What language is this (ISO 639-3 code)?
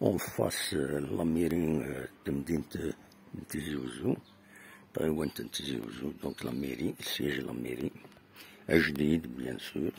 kab